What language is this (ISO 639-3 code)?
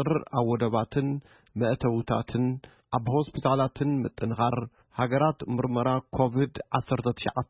tir